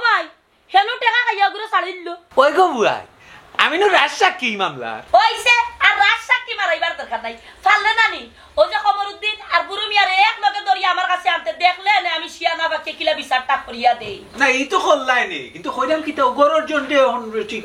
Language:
Sylheti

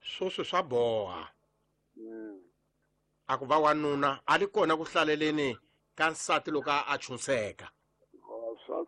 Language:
Tsonga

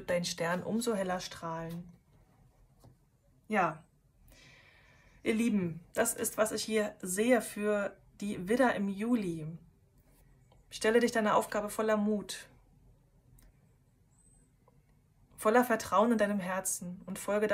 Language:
German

